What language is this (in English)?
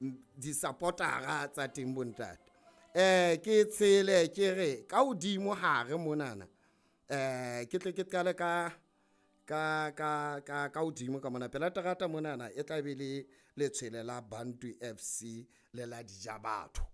Southern Sotho